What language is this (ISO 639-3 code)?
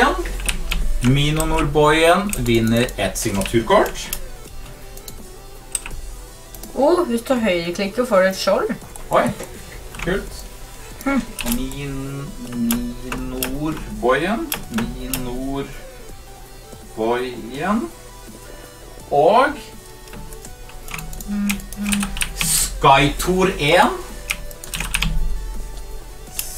nor